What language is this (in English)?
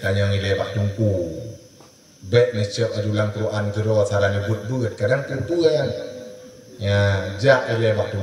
Achinese